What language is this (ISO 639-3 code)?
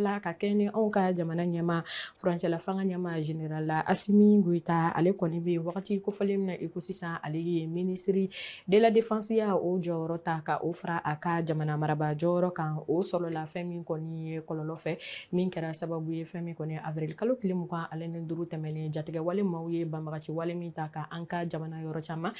bam